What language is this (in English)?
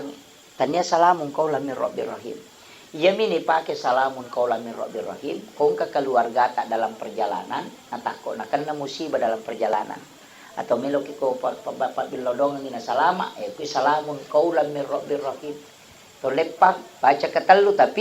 Buginese